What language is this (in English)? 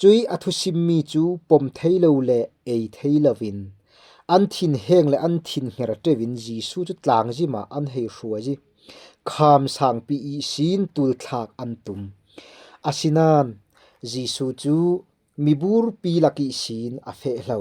Falam Chin